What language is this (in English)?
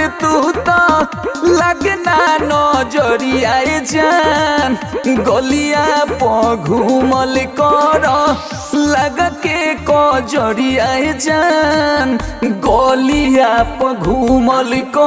Bhojpuri